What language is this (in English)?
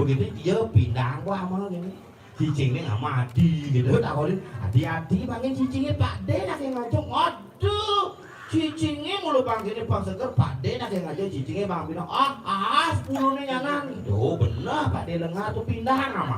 Balinese